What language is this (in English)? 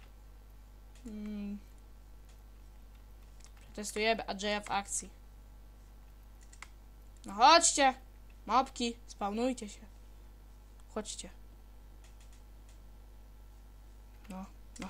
Polish